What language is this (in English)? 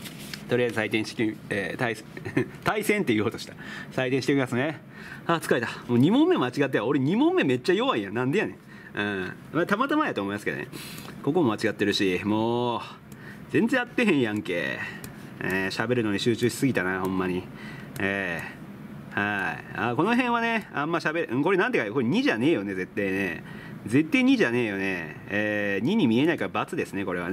Japanese